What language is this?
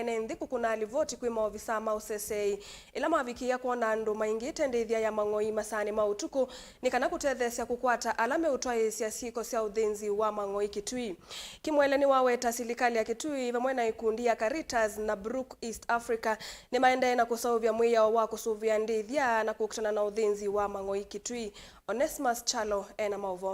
Kamba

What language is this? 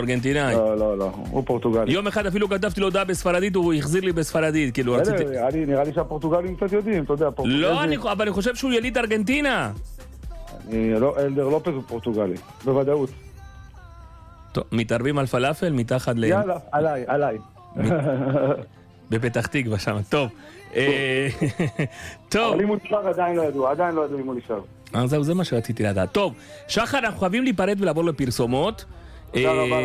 Hebrew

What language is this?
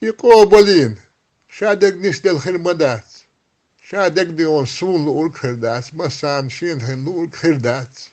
Chechen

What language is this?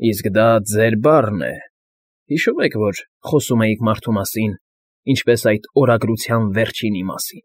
Armenian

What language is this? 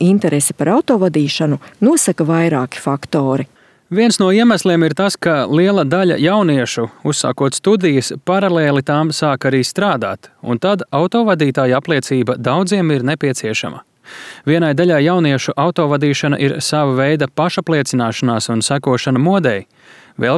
Latvian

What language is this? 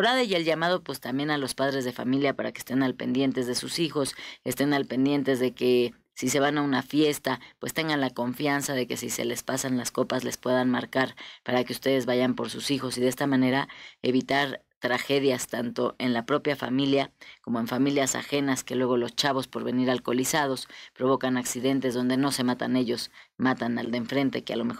Spanish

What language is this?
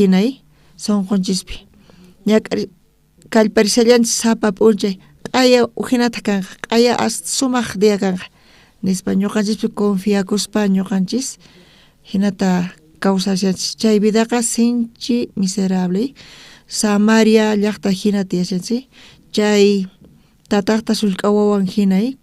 South Bolivian Quechua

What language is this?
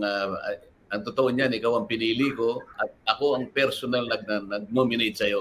Filipino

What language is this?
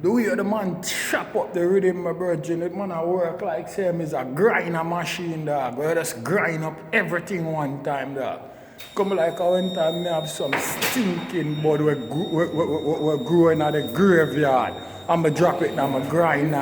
Jamaican Creole English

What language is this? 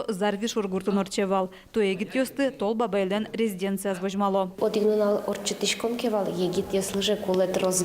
Udmurt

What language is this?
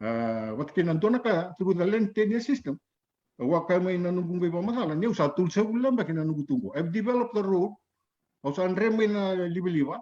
Fijian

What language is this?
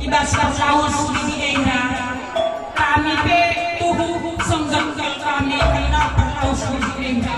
Batak Karo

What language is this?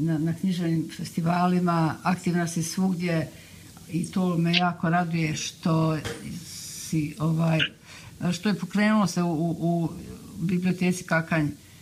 Bosnian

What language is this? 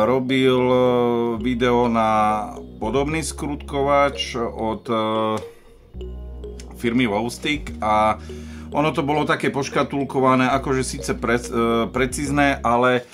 Slovak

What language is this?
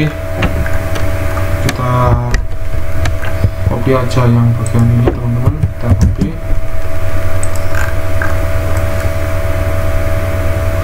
Indonesian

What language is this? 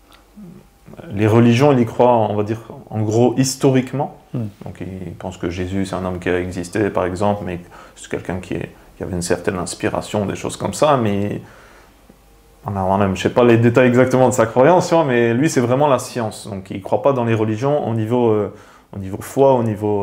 French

